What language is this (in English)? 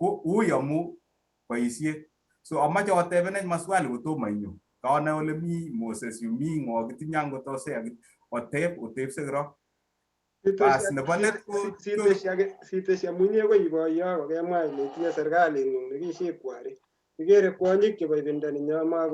Kalenjin